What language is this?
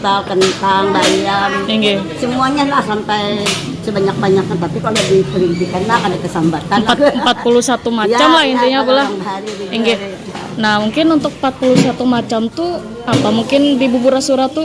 Banjar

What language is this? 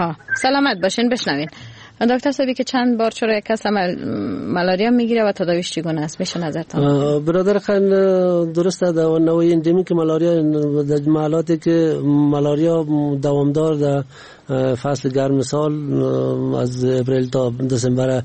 Persian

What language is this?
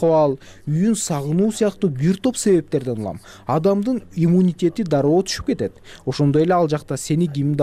Kyrgyz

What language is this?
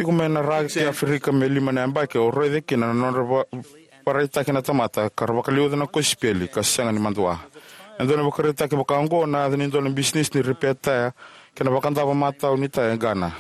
Fijian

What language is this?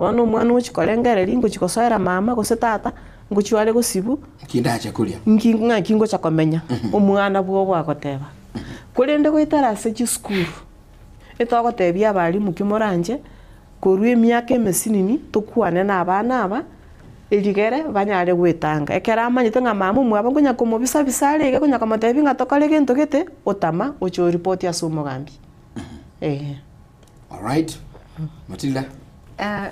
Gusii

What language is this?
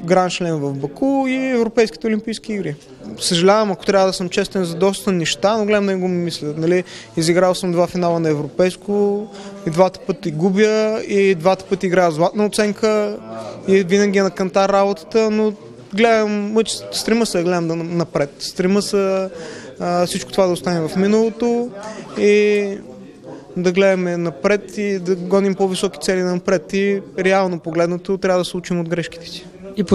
Bulgarian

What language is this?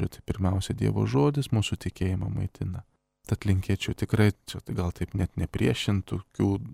Lithuanian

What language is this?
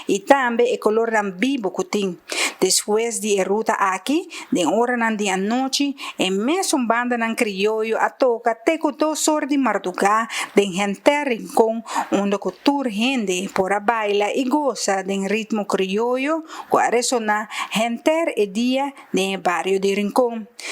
Papiamento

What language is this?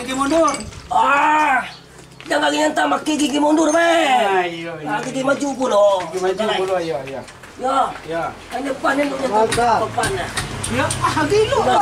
Minangkabau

